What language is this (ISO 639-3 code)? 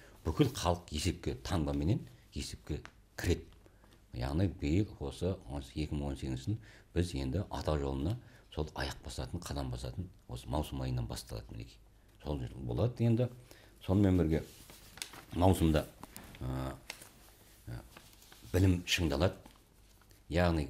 kaz